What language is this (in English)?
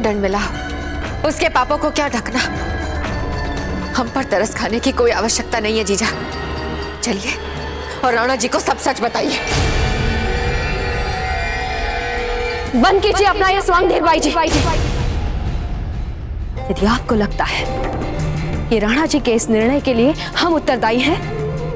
Hindi